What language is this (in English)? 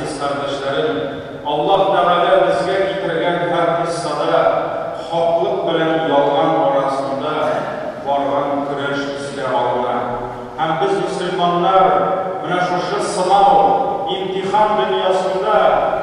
Tatar